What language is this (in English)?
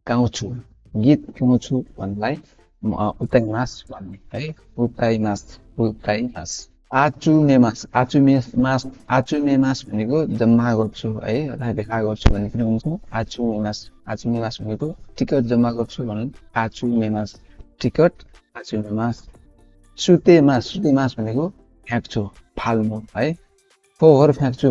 Nepali